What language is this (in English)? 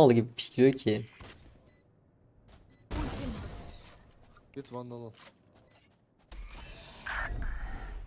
Turkish